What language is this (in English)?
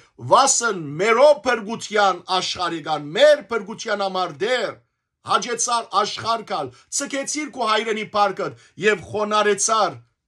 Western Armenian